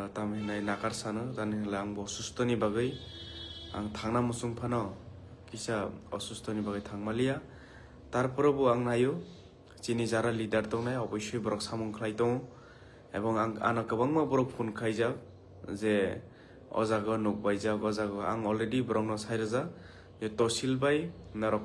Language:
Kok Borok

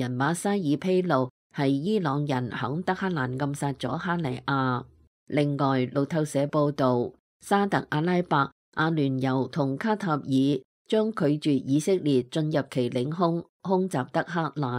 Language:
Cantonese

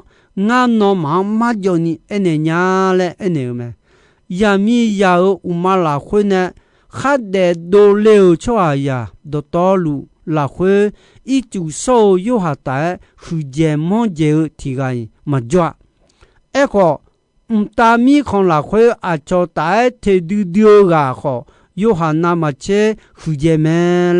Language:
Akha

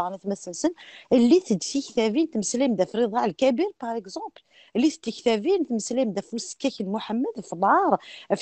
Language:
Kabyle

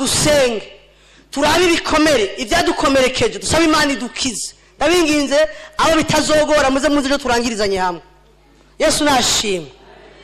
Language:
Rundi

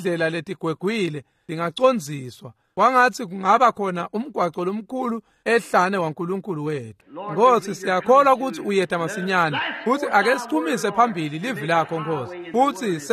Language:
Swati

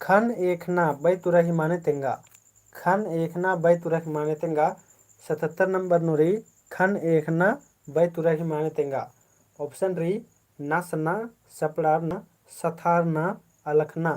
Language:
Kurukh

